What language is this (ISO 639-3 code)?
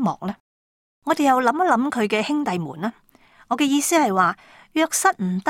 yue